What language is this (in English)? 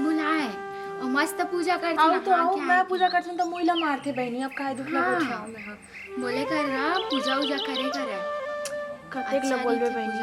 Chhattisgarhi